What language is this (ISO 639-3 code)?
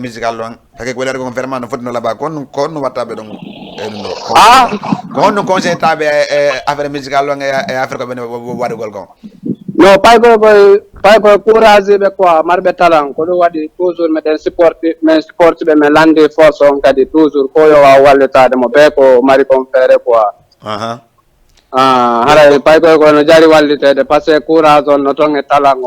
ful